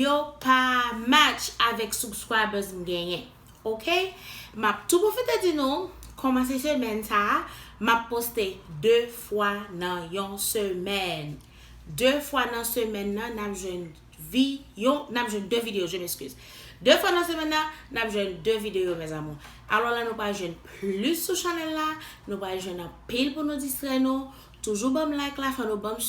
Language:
Haitian Creole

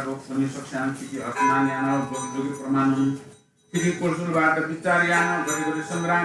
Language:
Newari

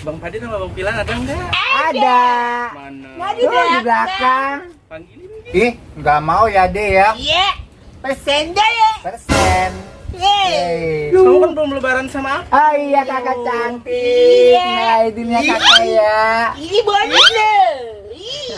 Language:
Betawi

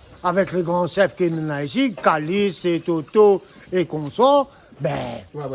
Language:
Réunion Creole French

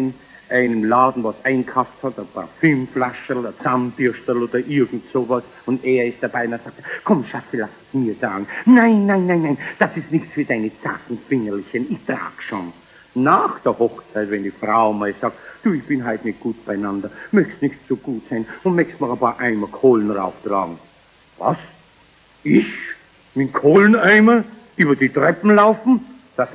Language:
Bavarian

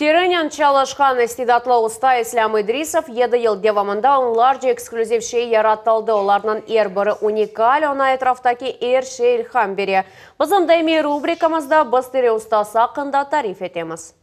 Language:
Crimean Tatar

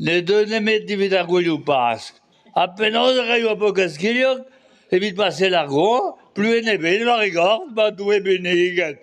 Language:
Breton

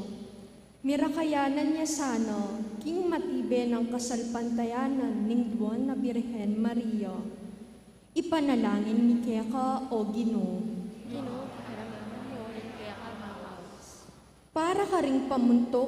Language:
Pampanga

